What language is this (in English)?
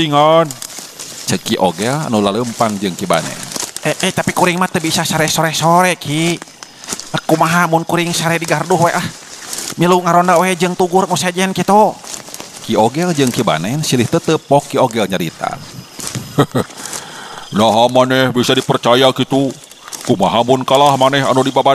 Sundanese